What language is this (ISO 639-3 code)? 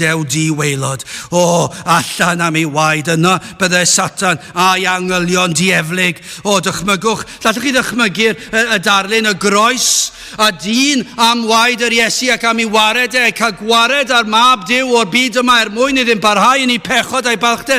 cym